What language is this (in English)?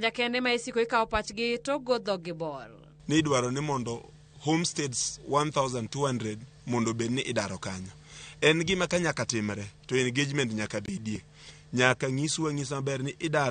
Luo (Kenya and Tanzania)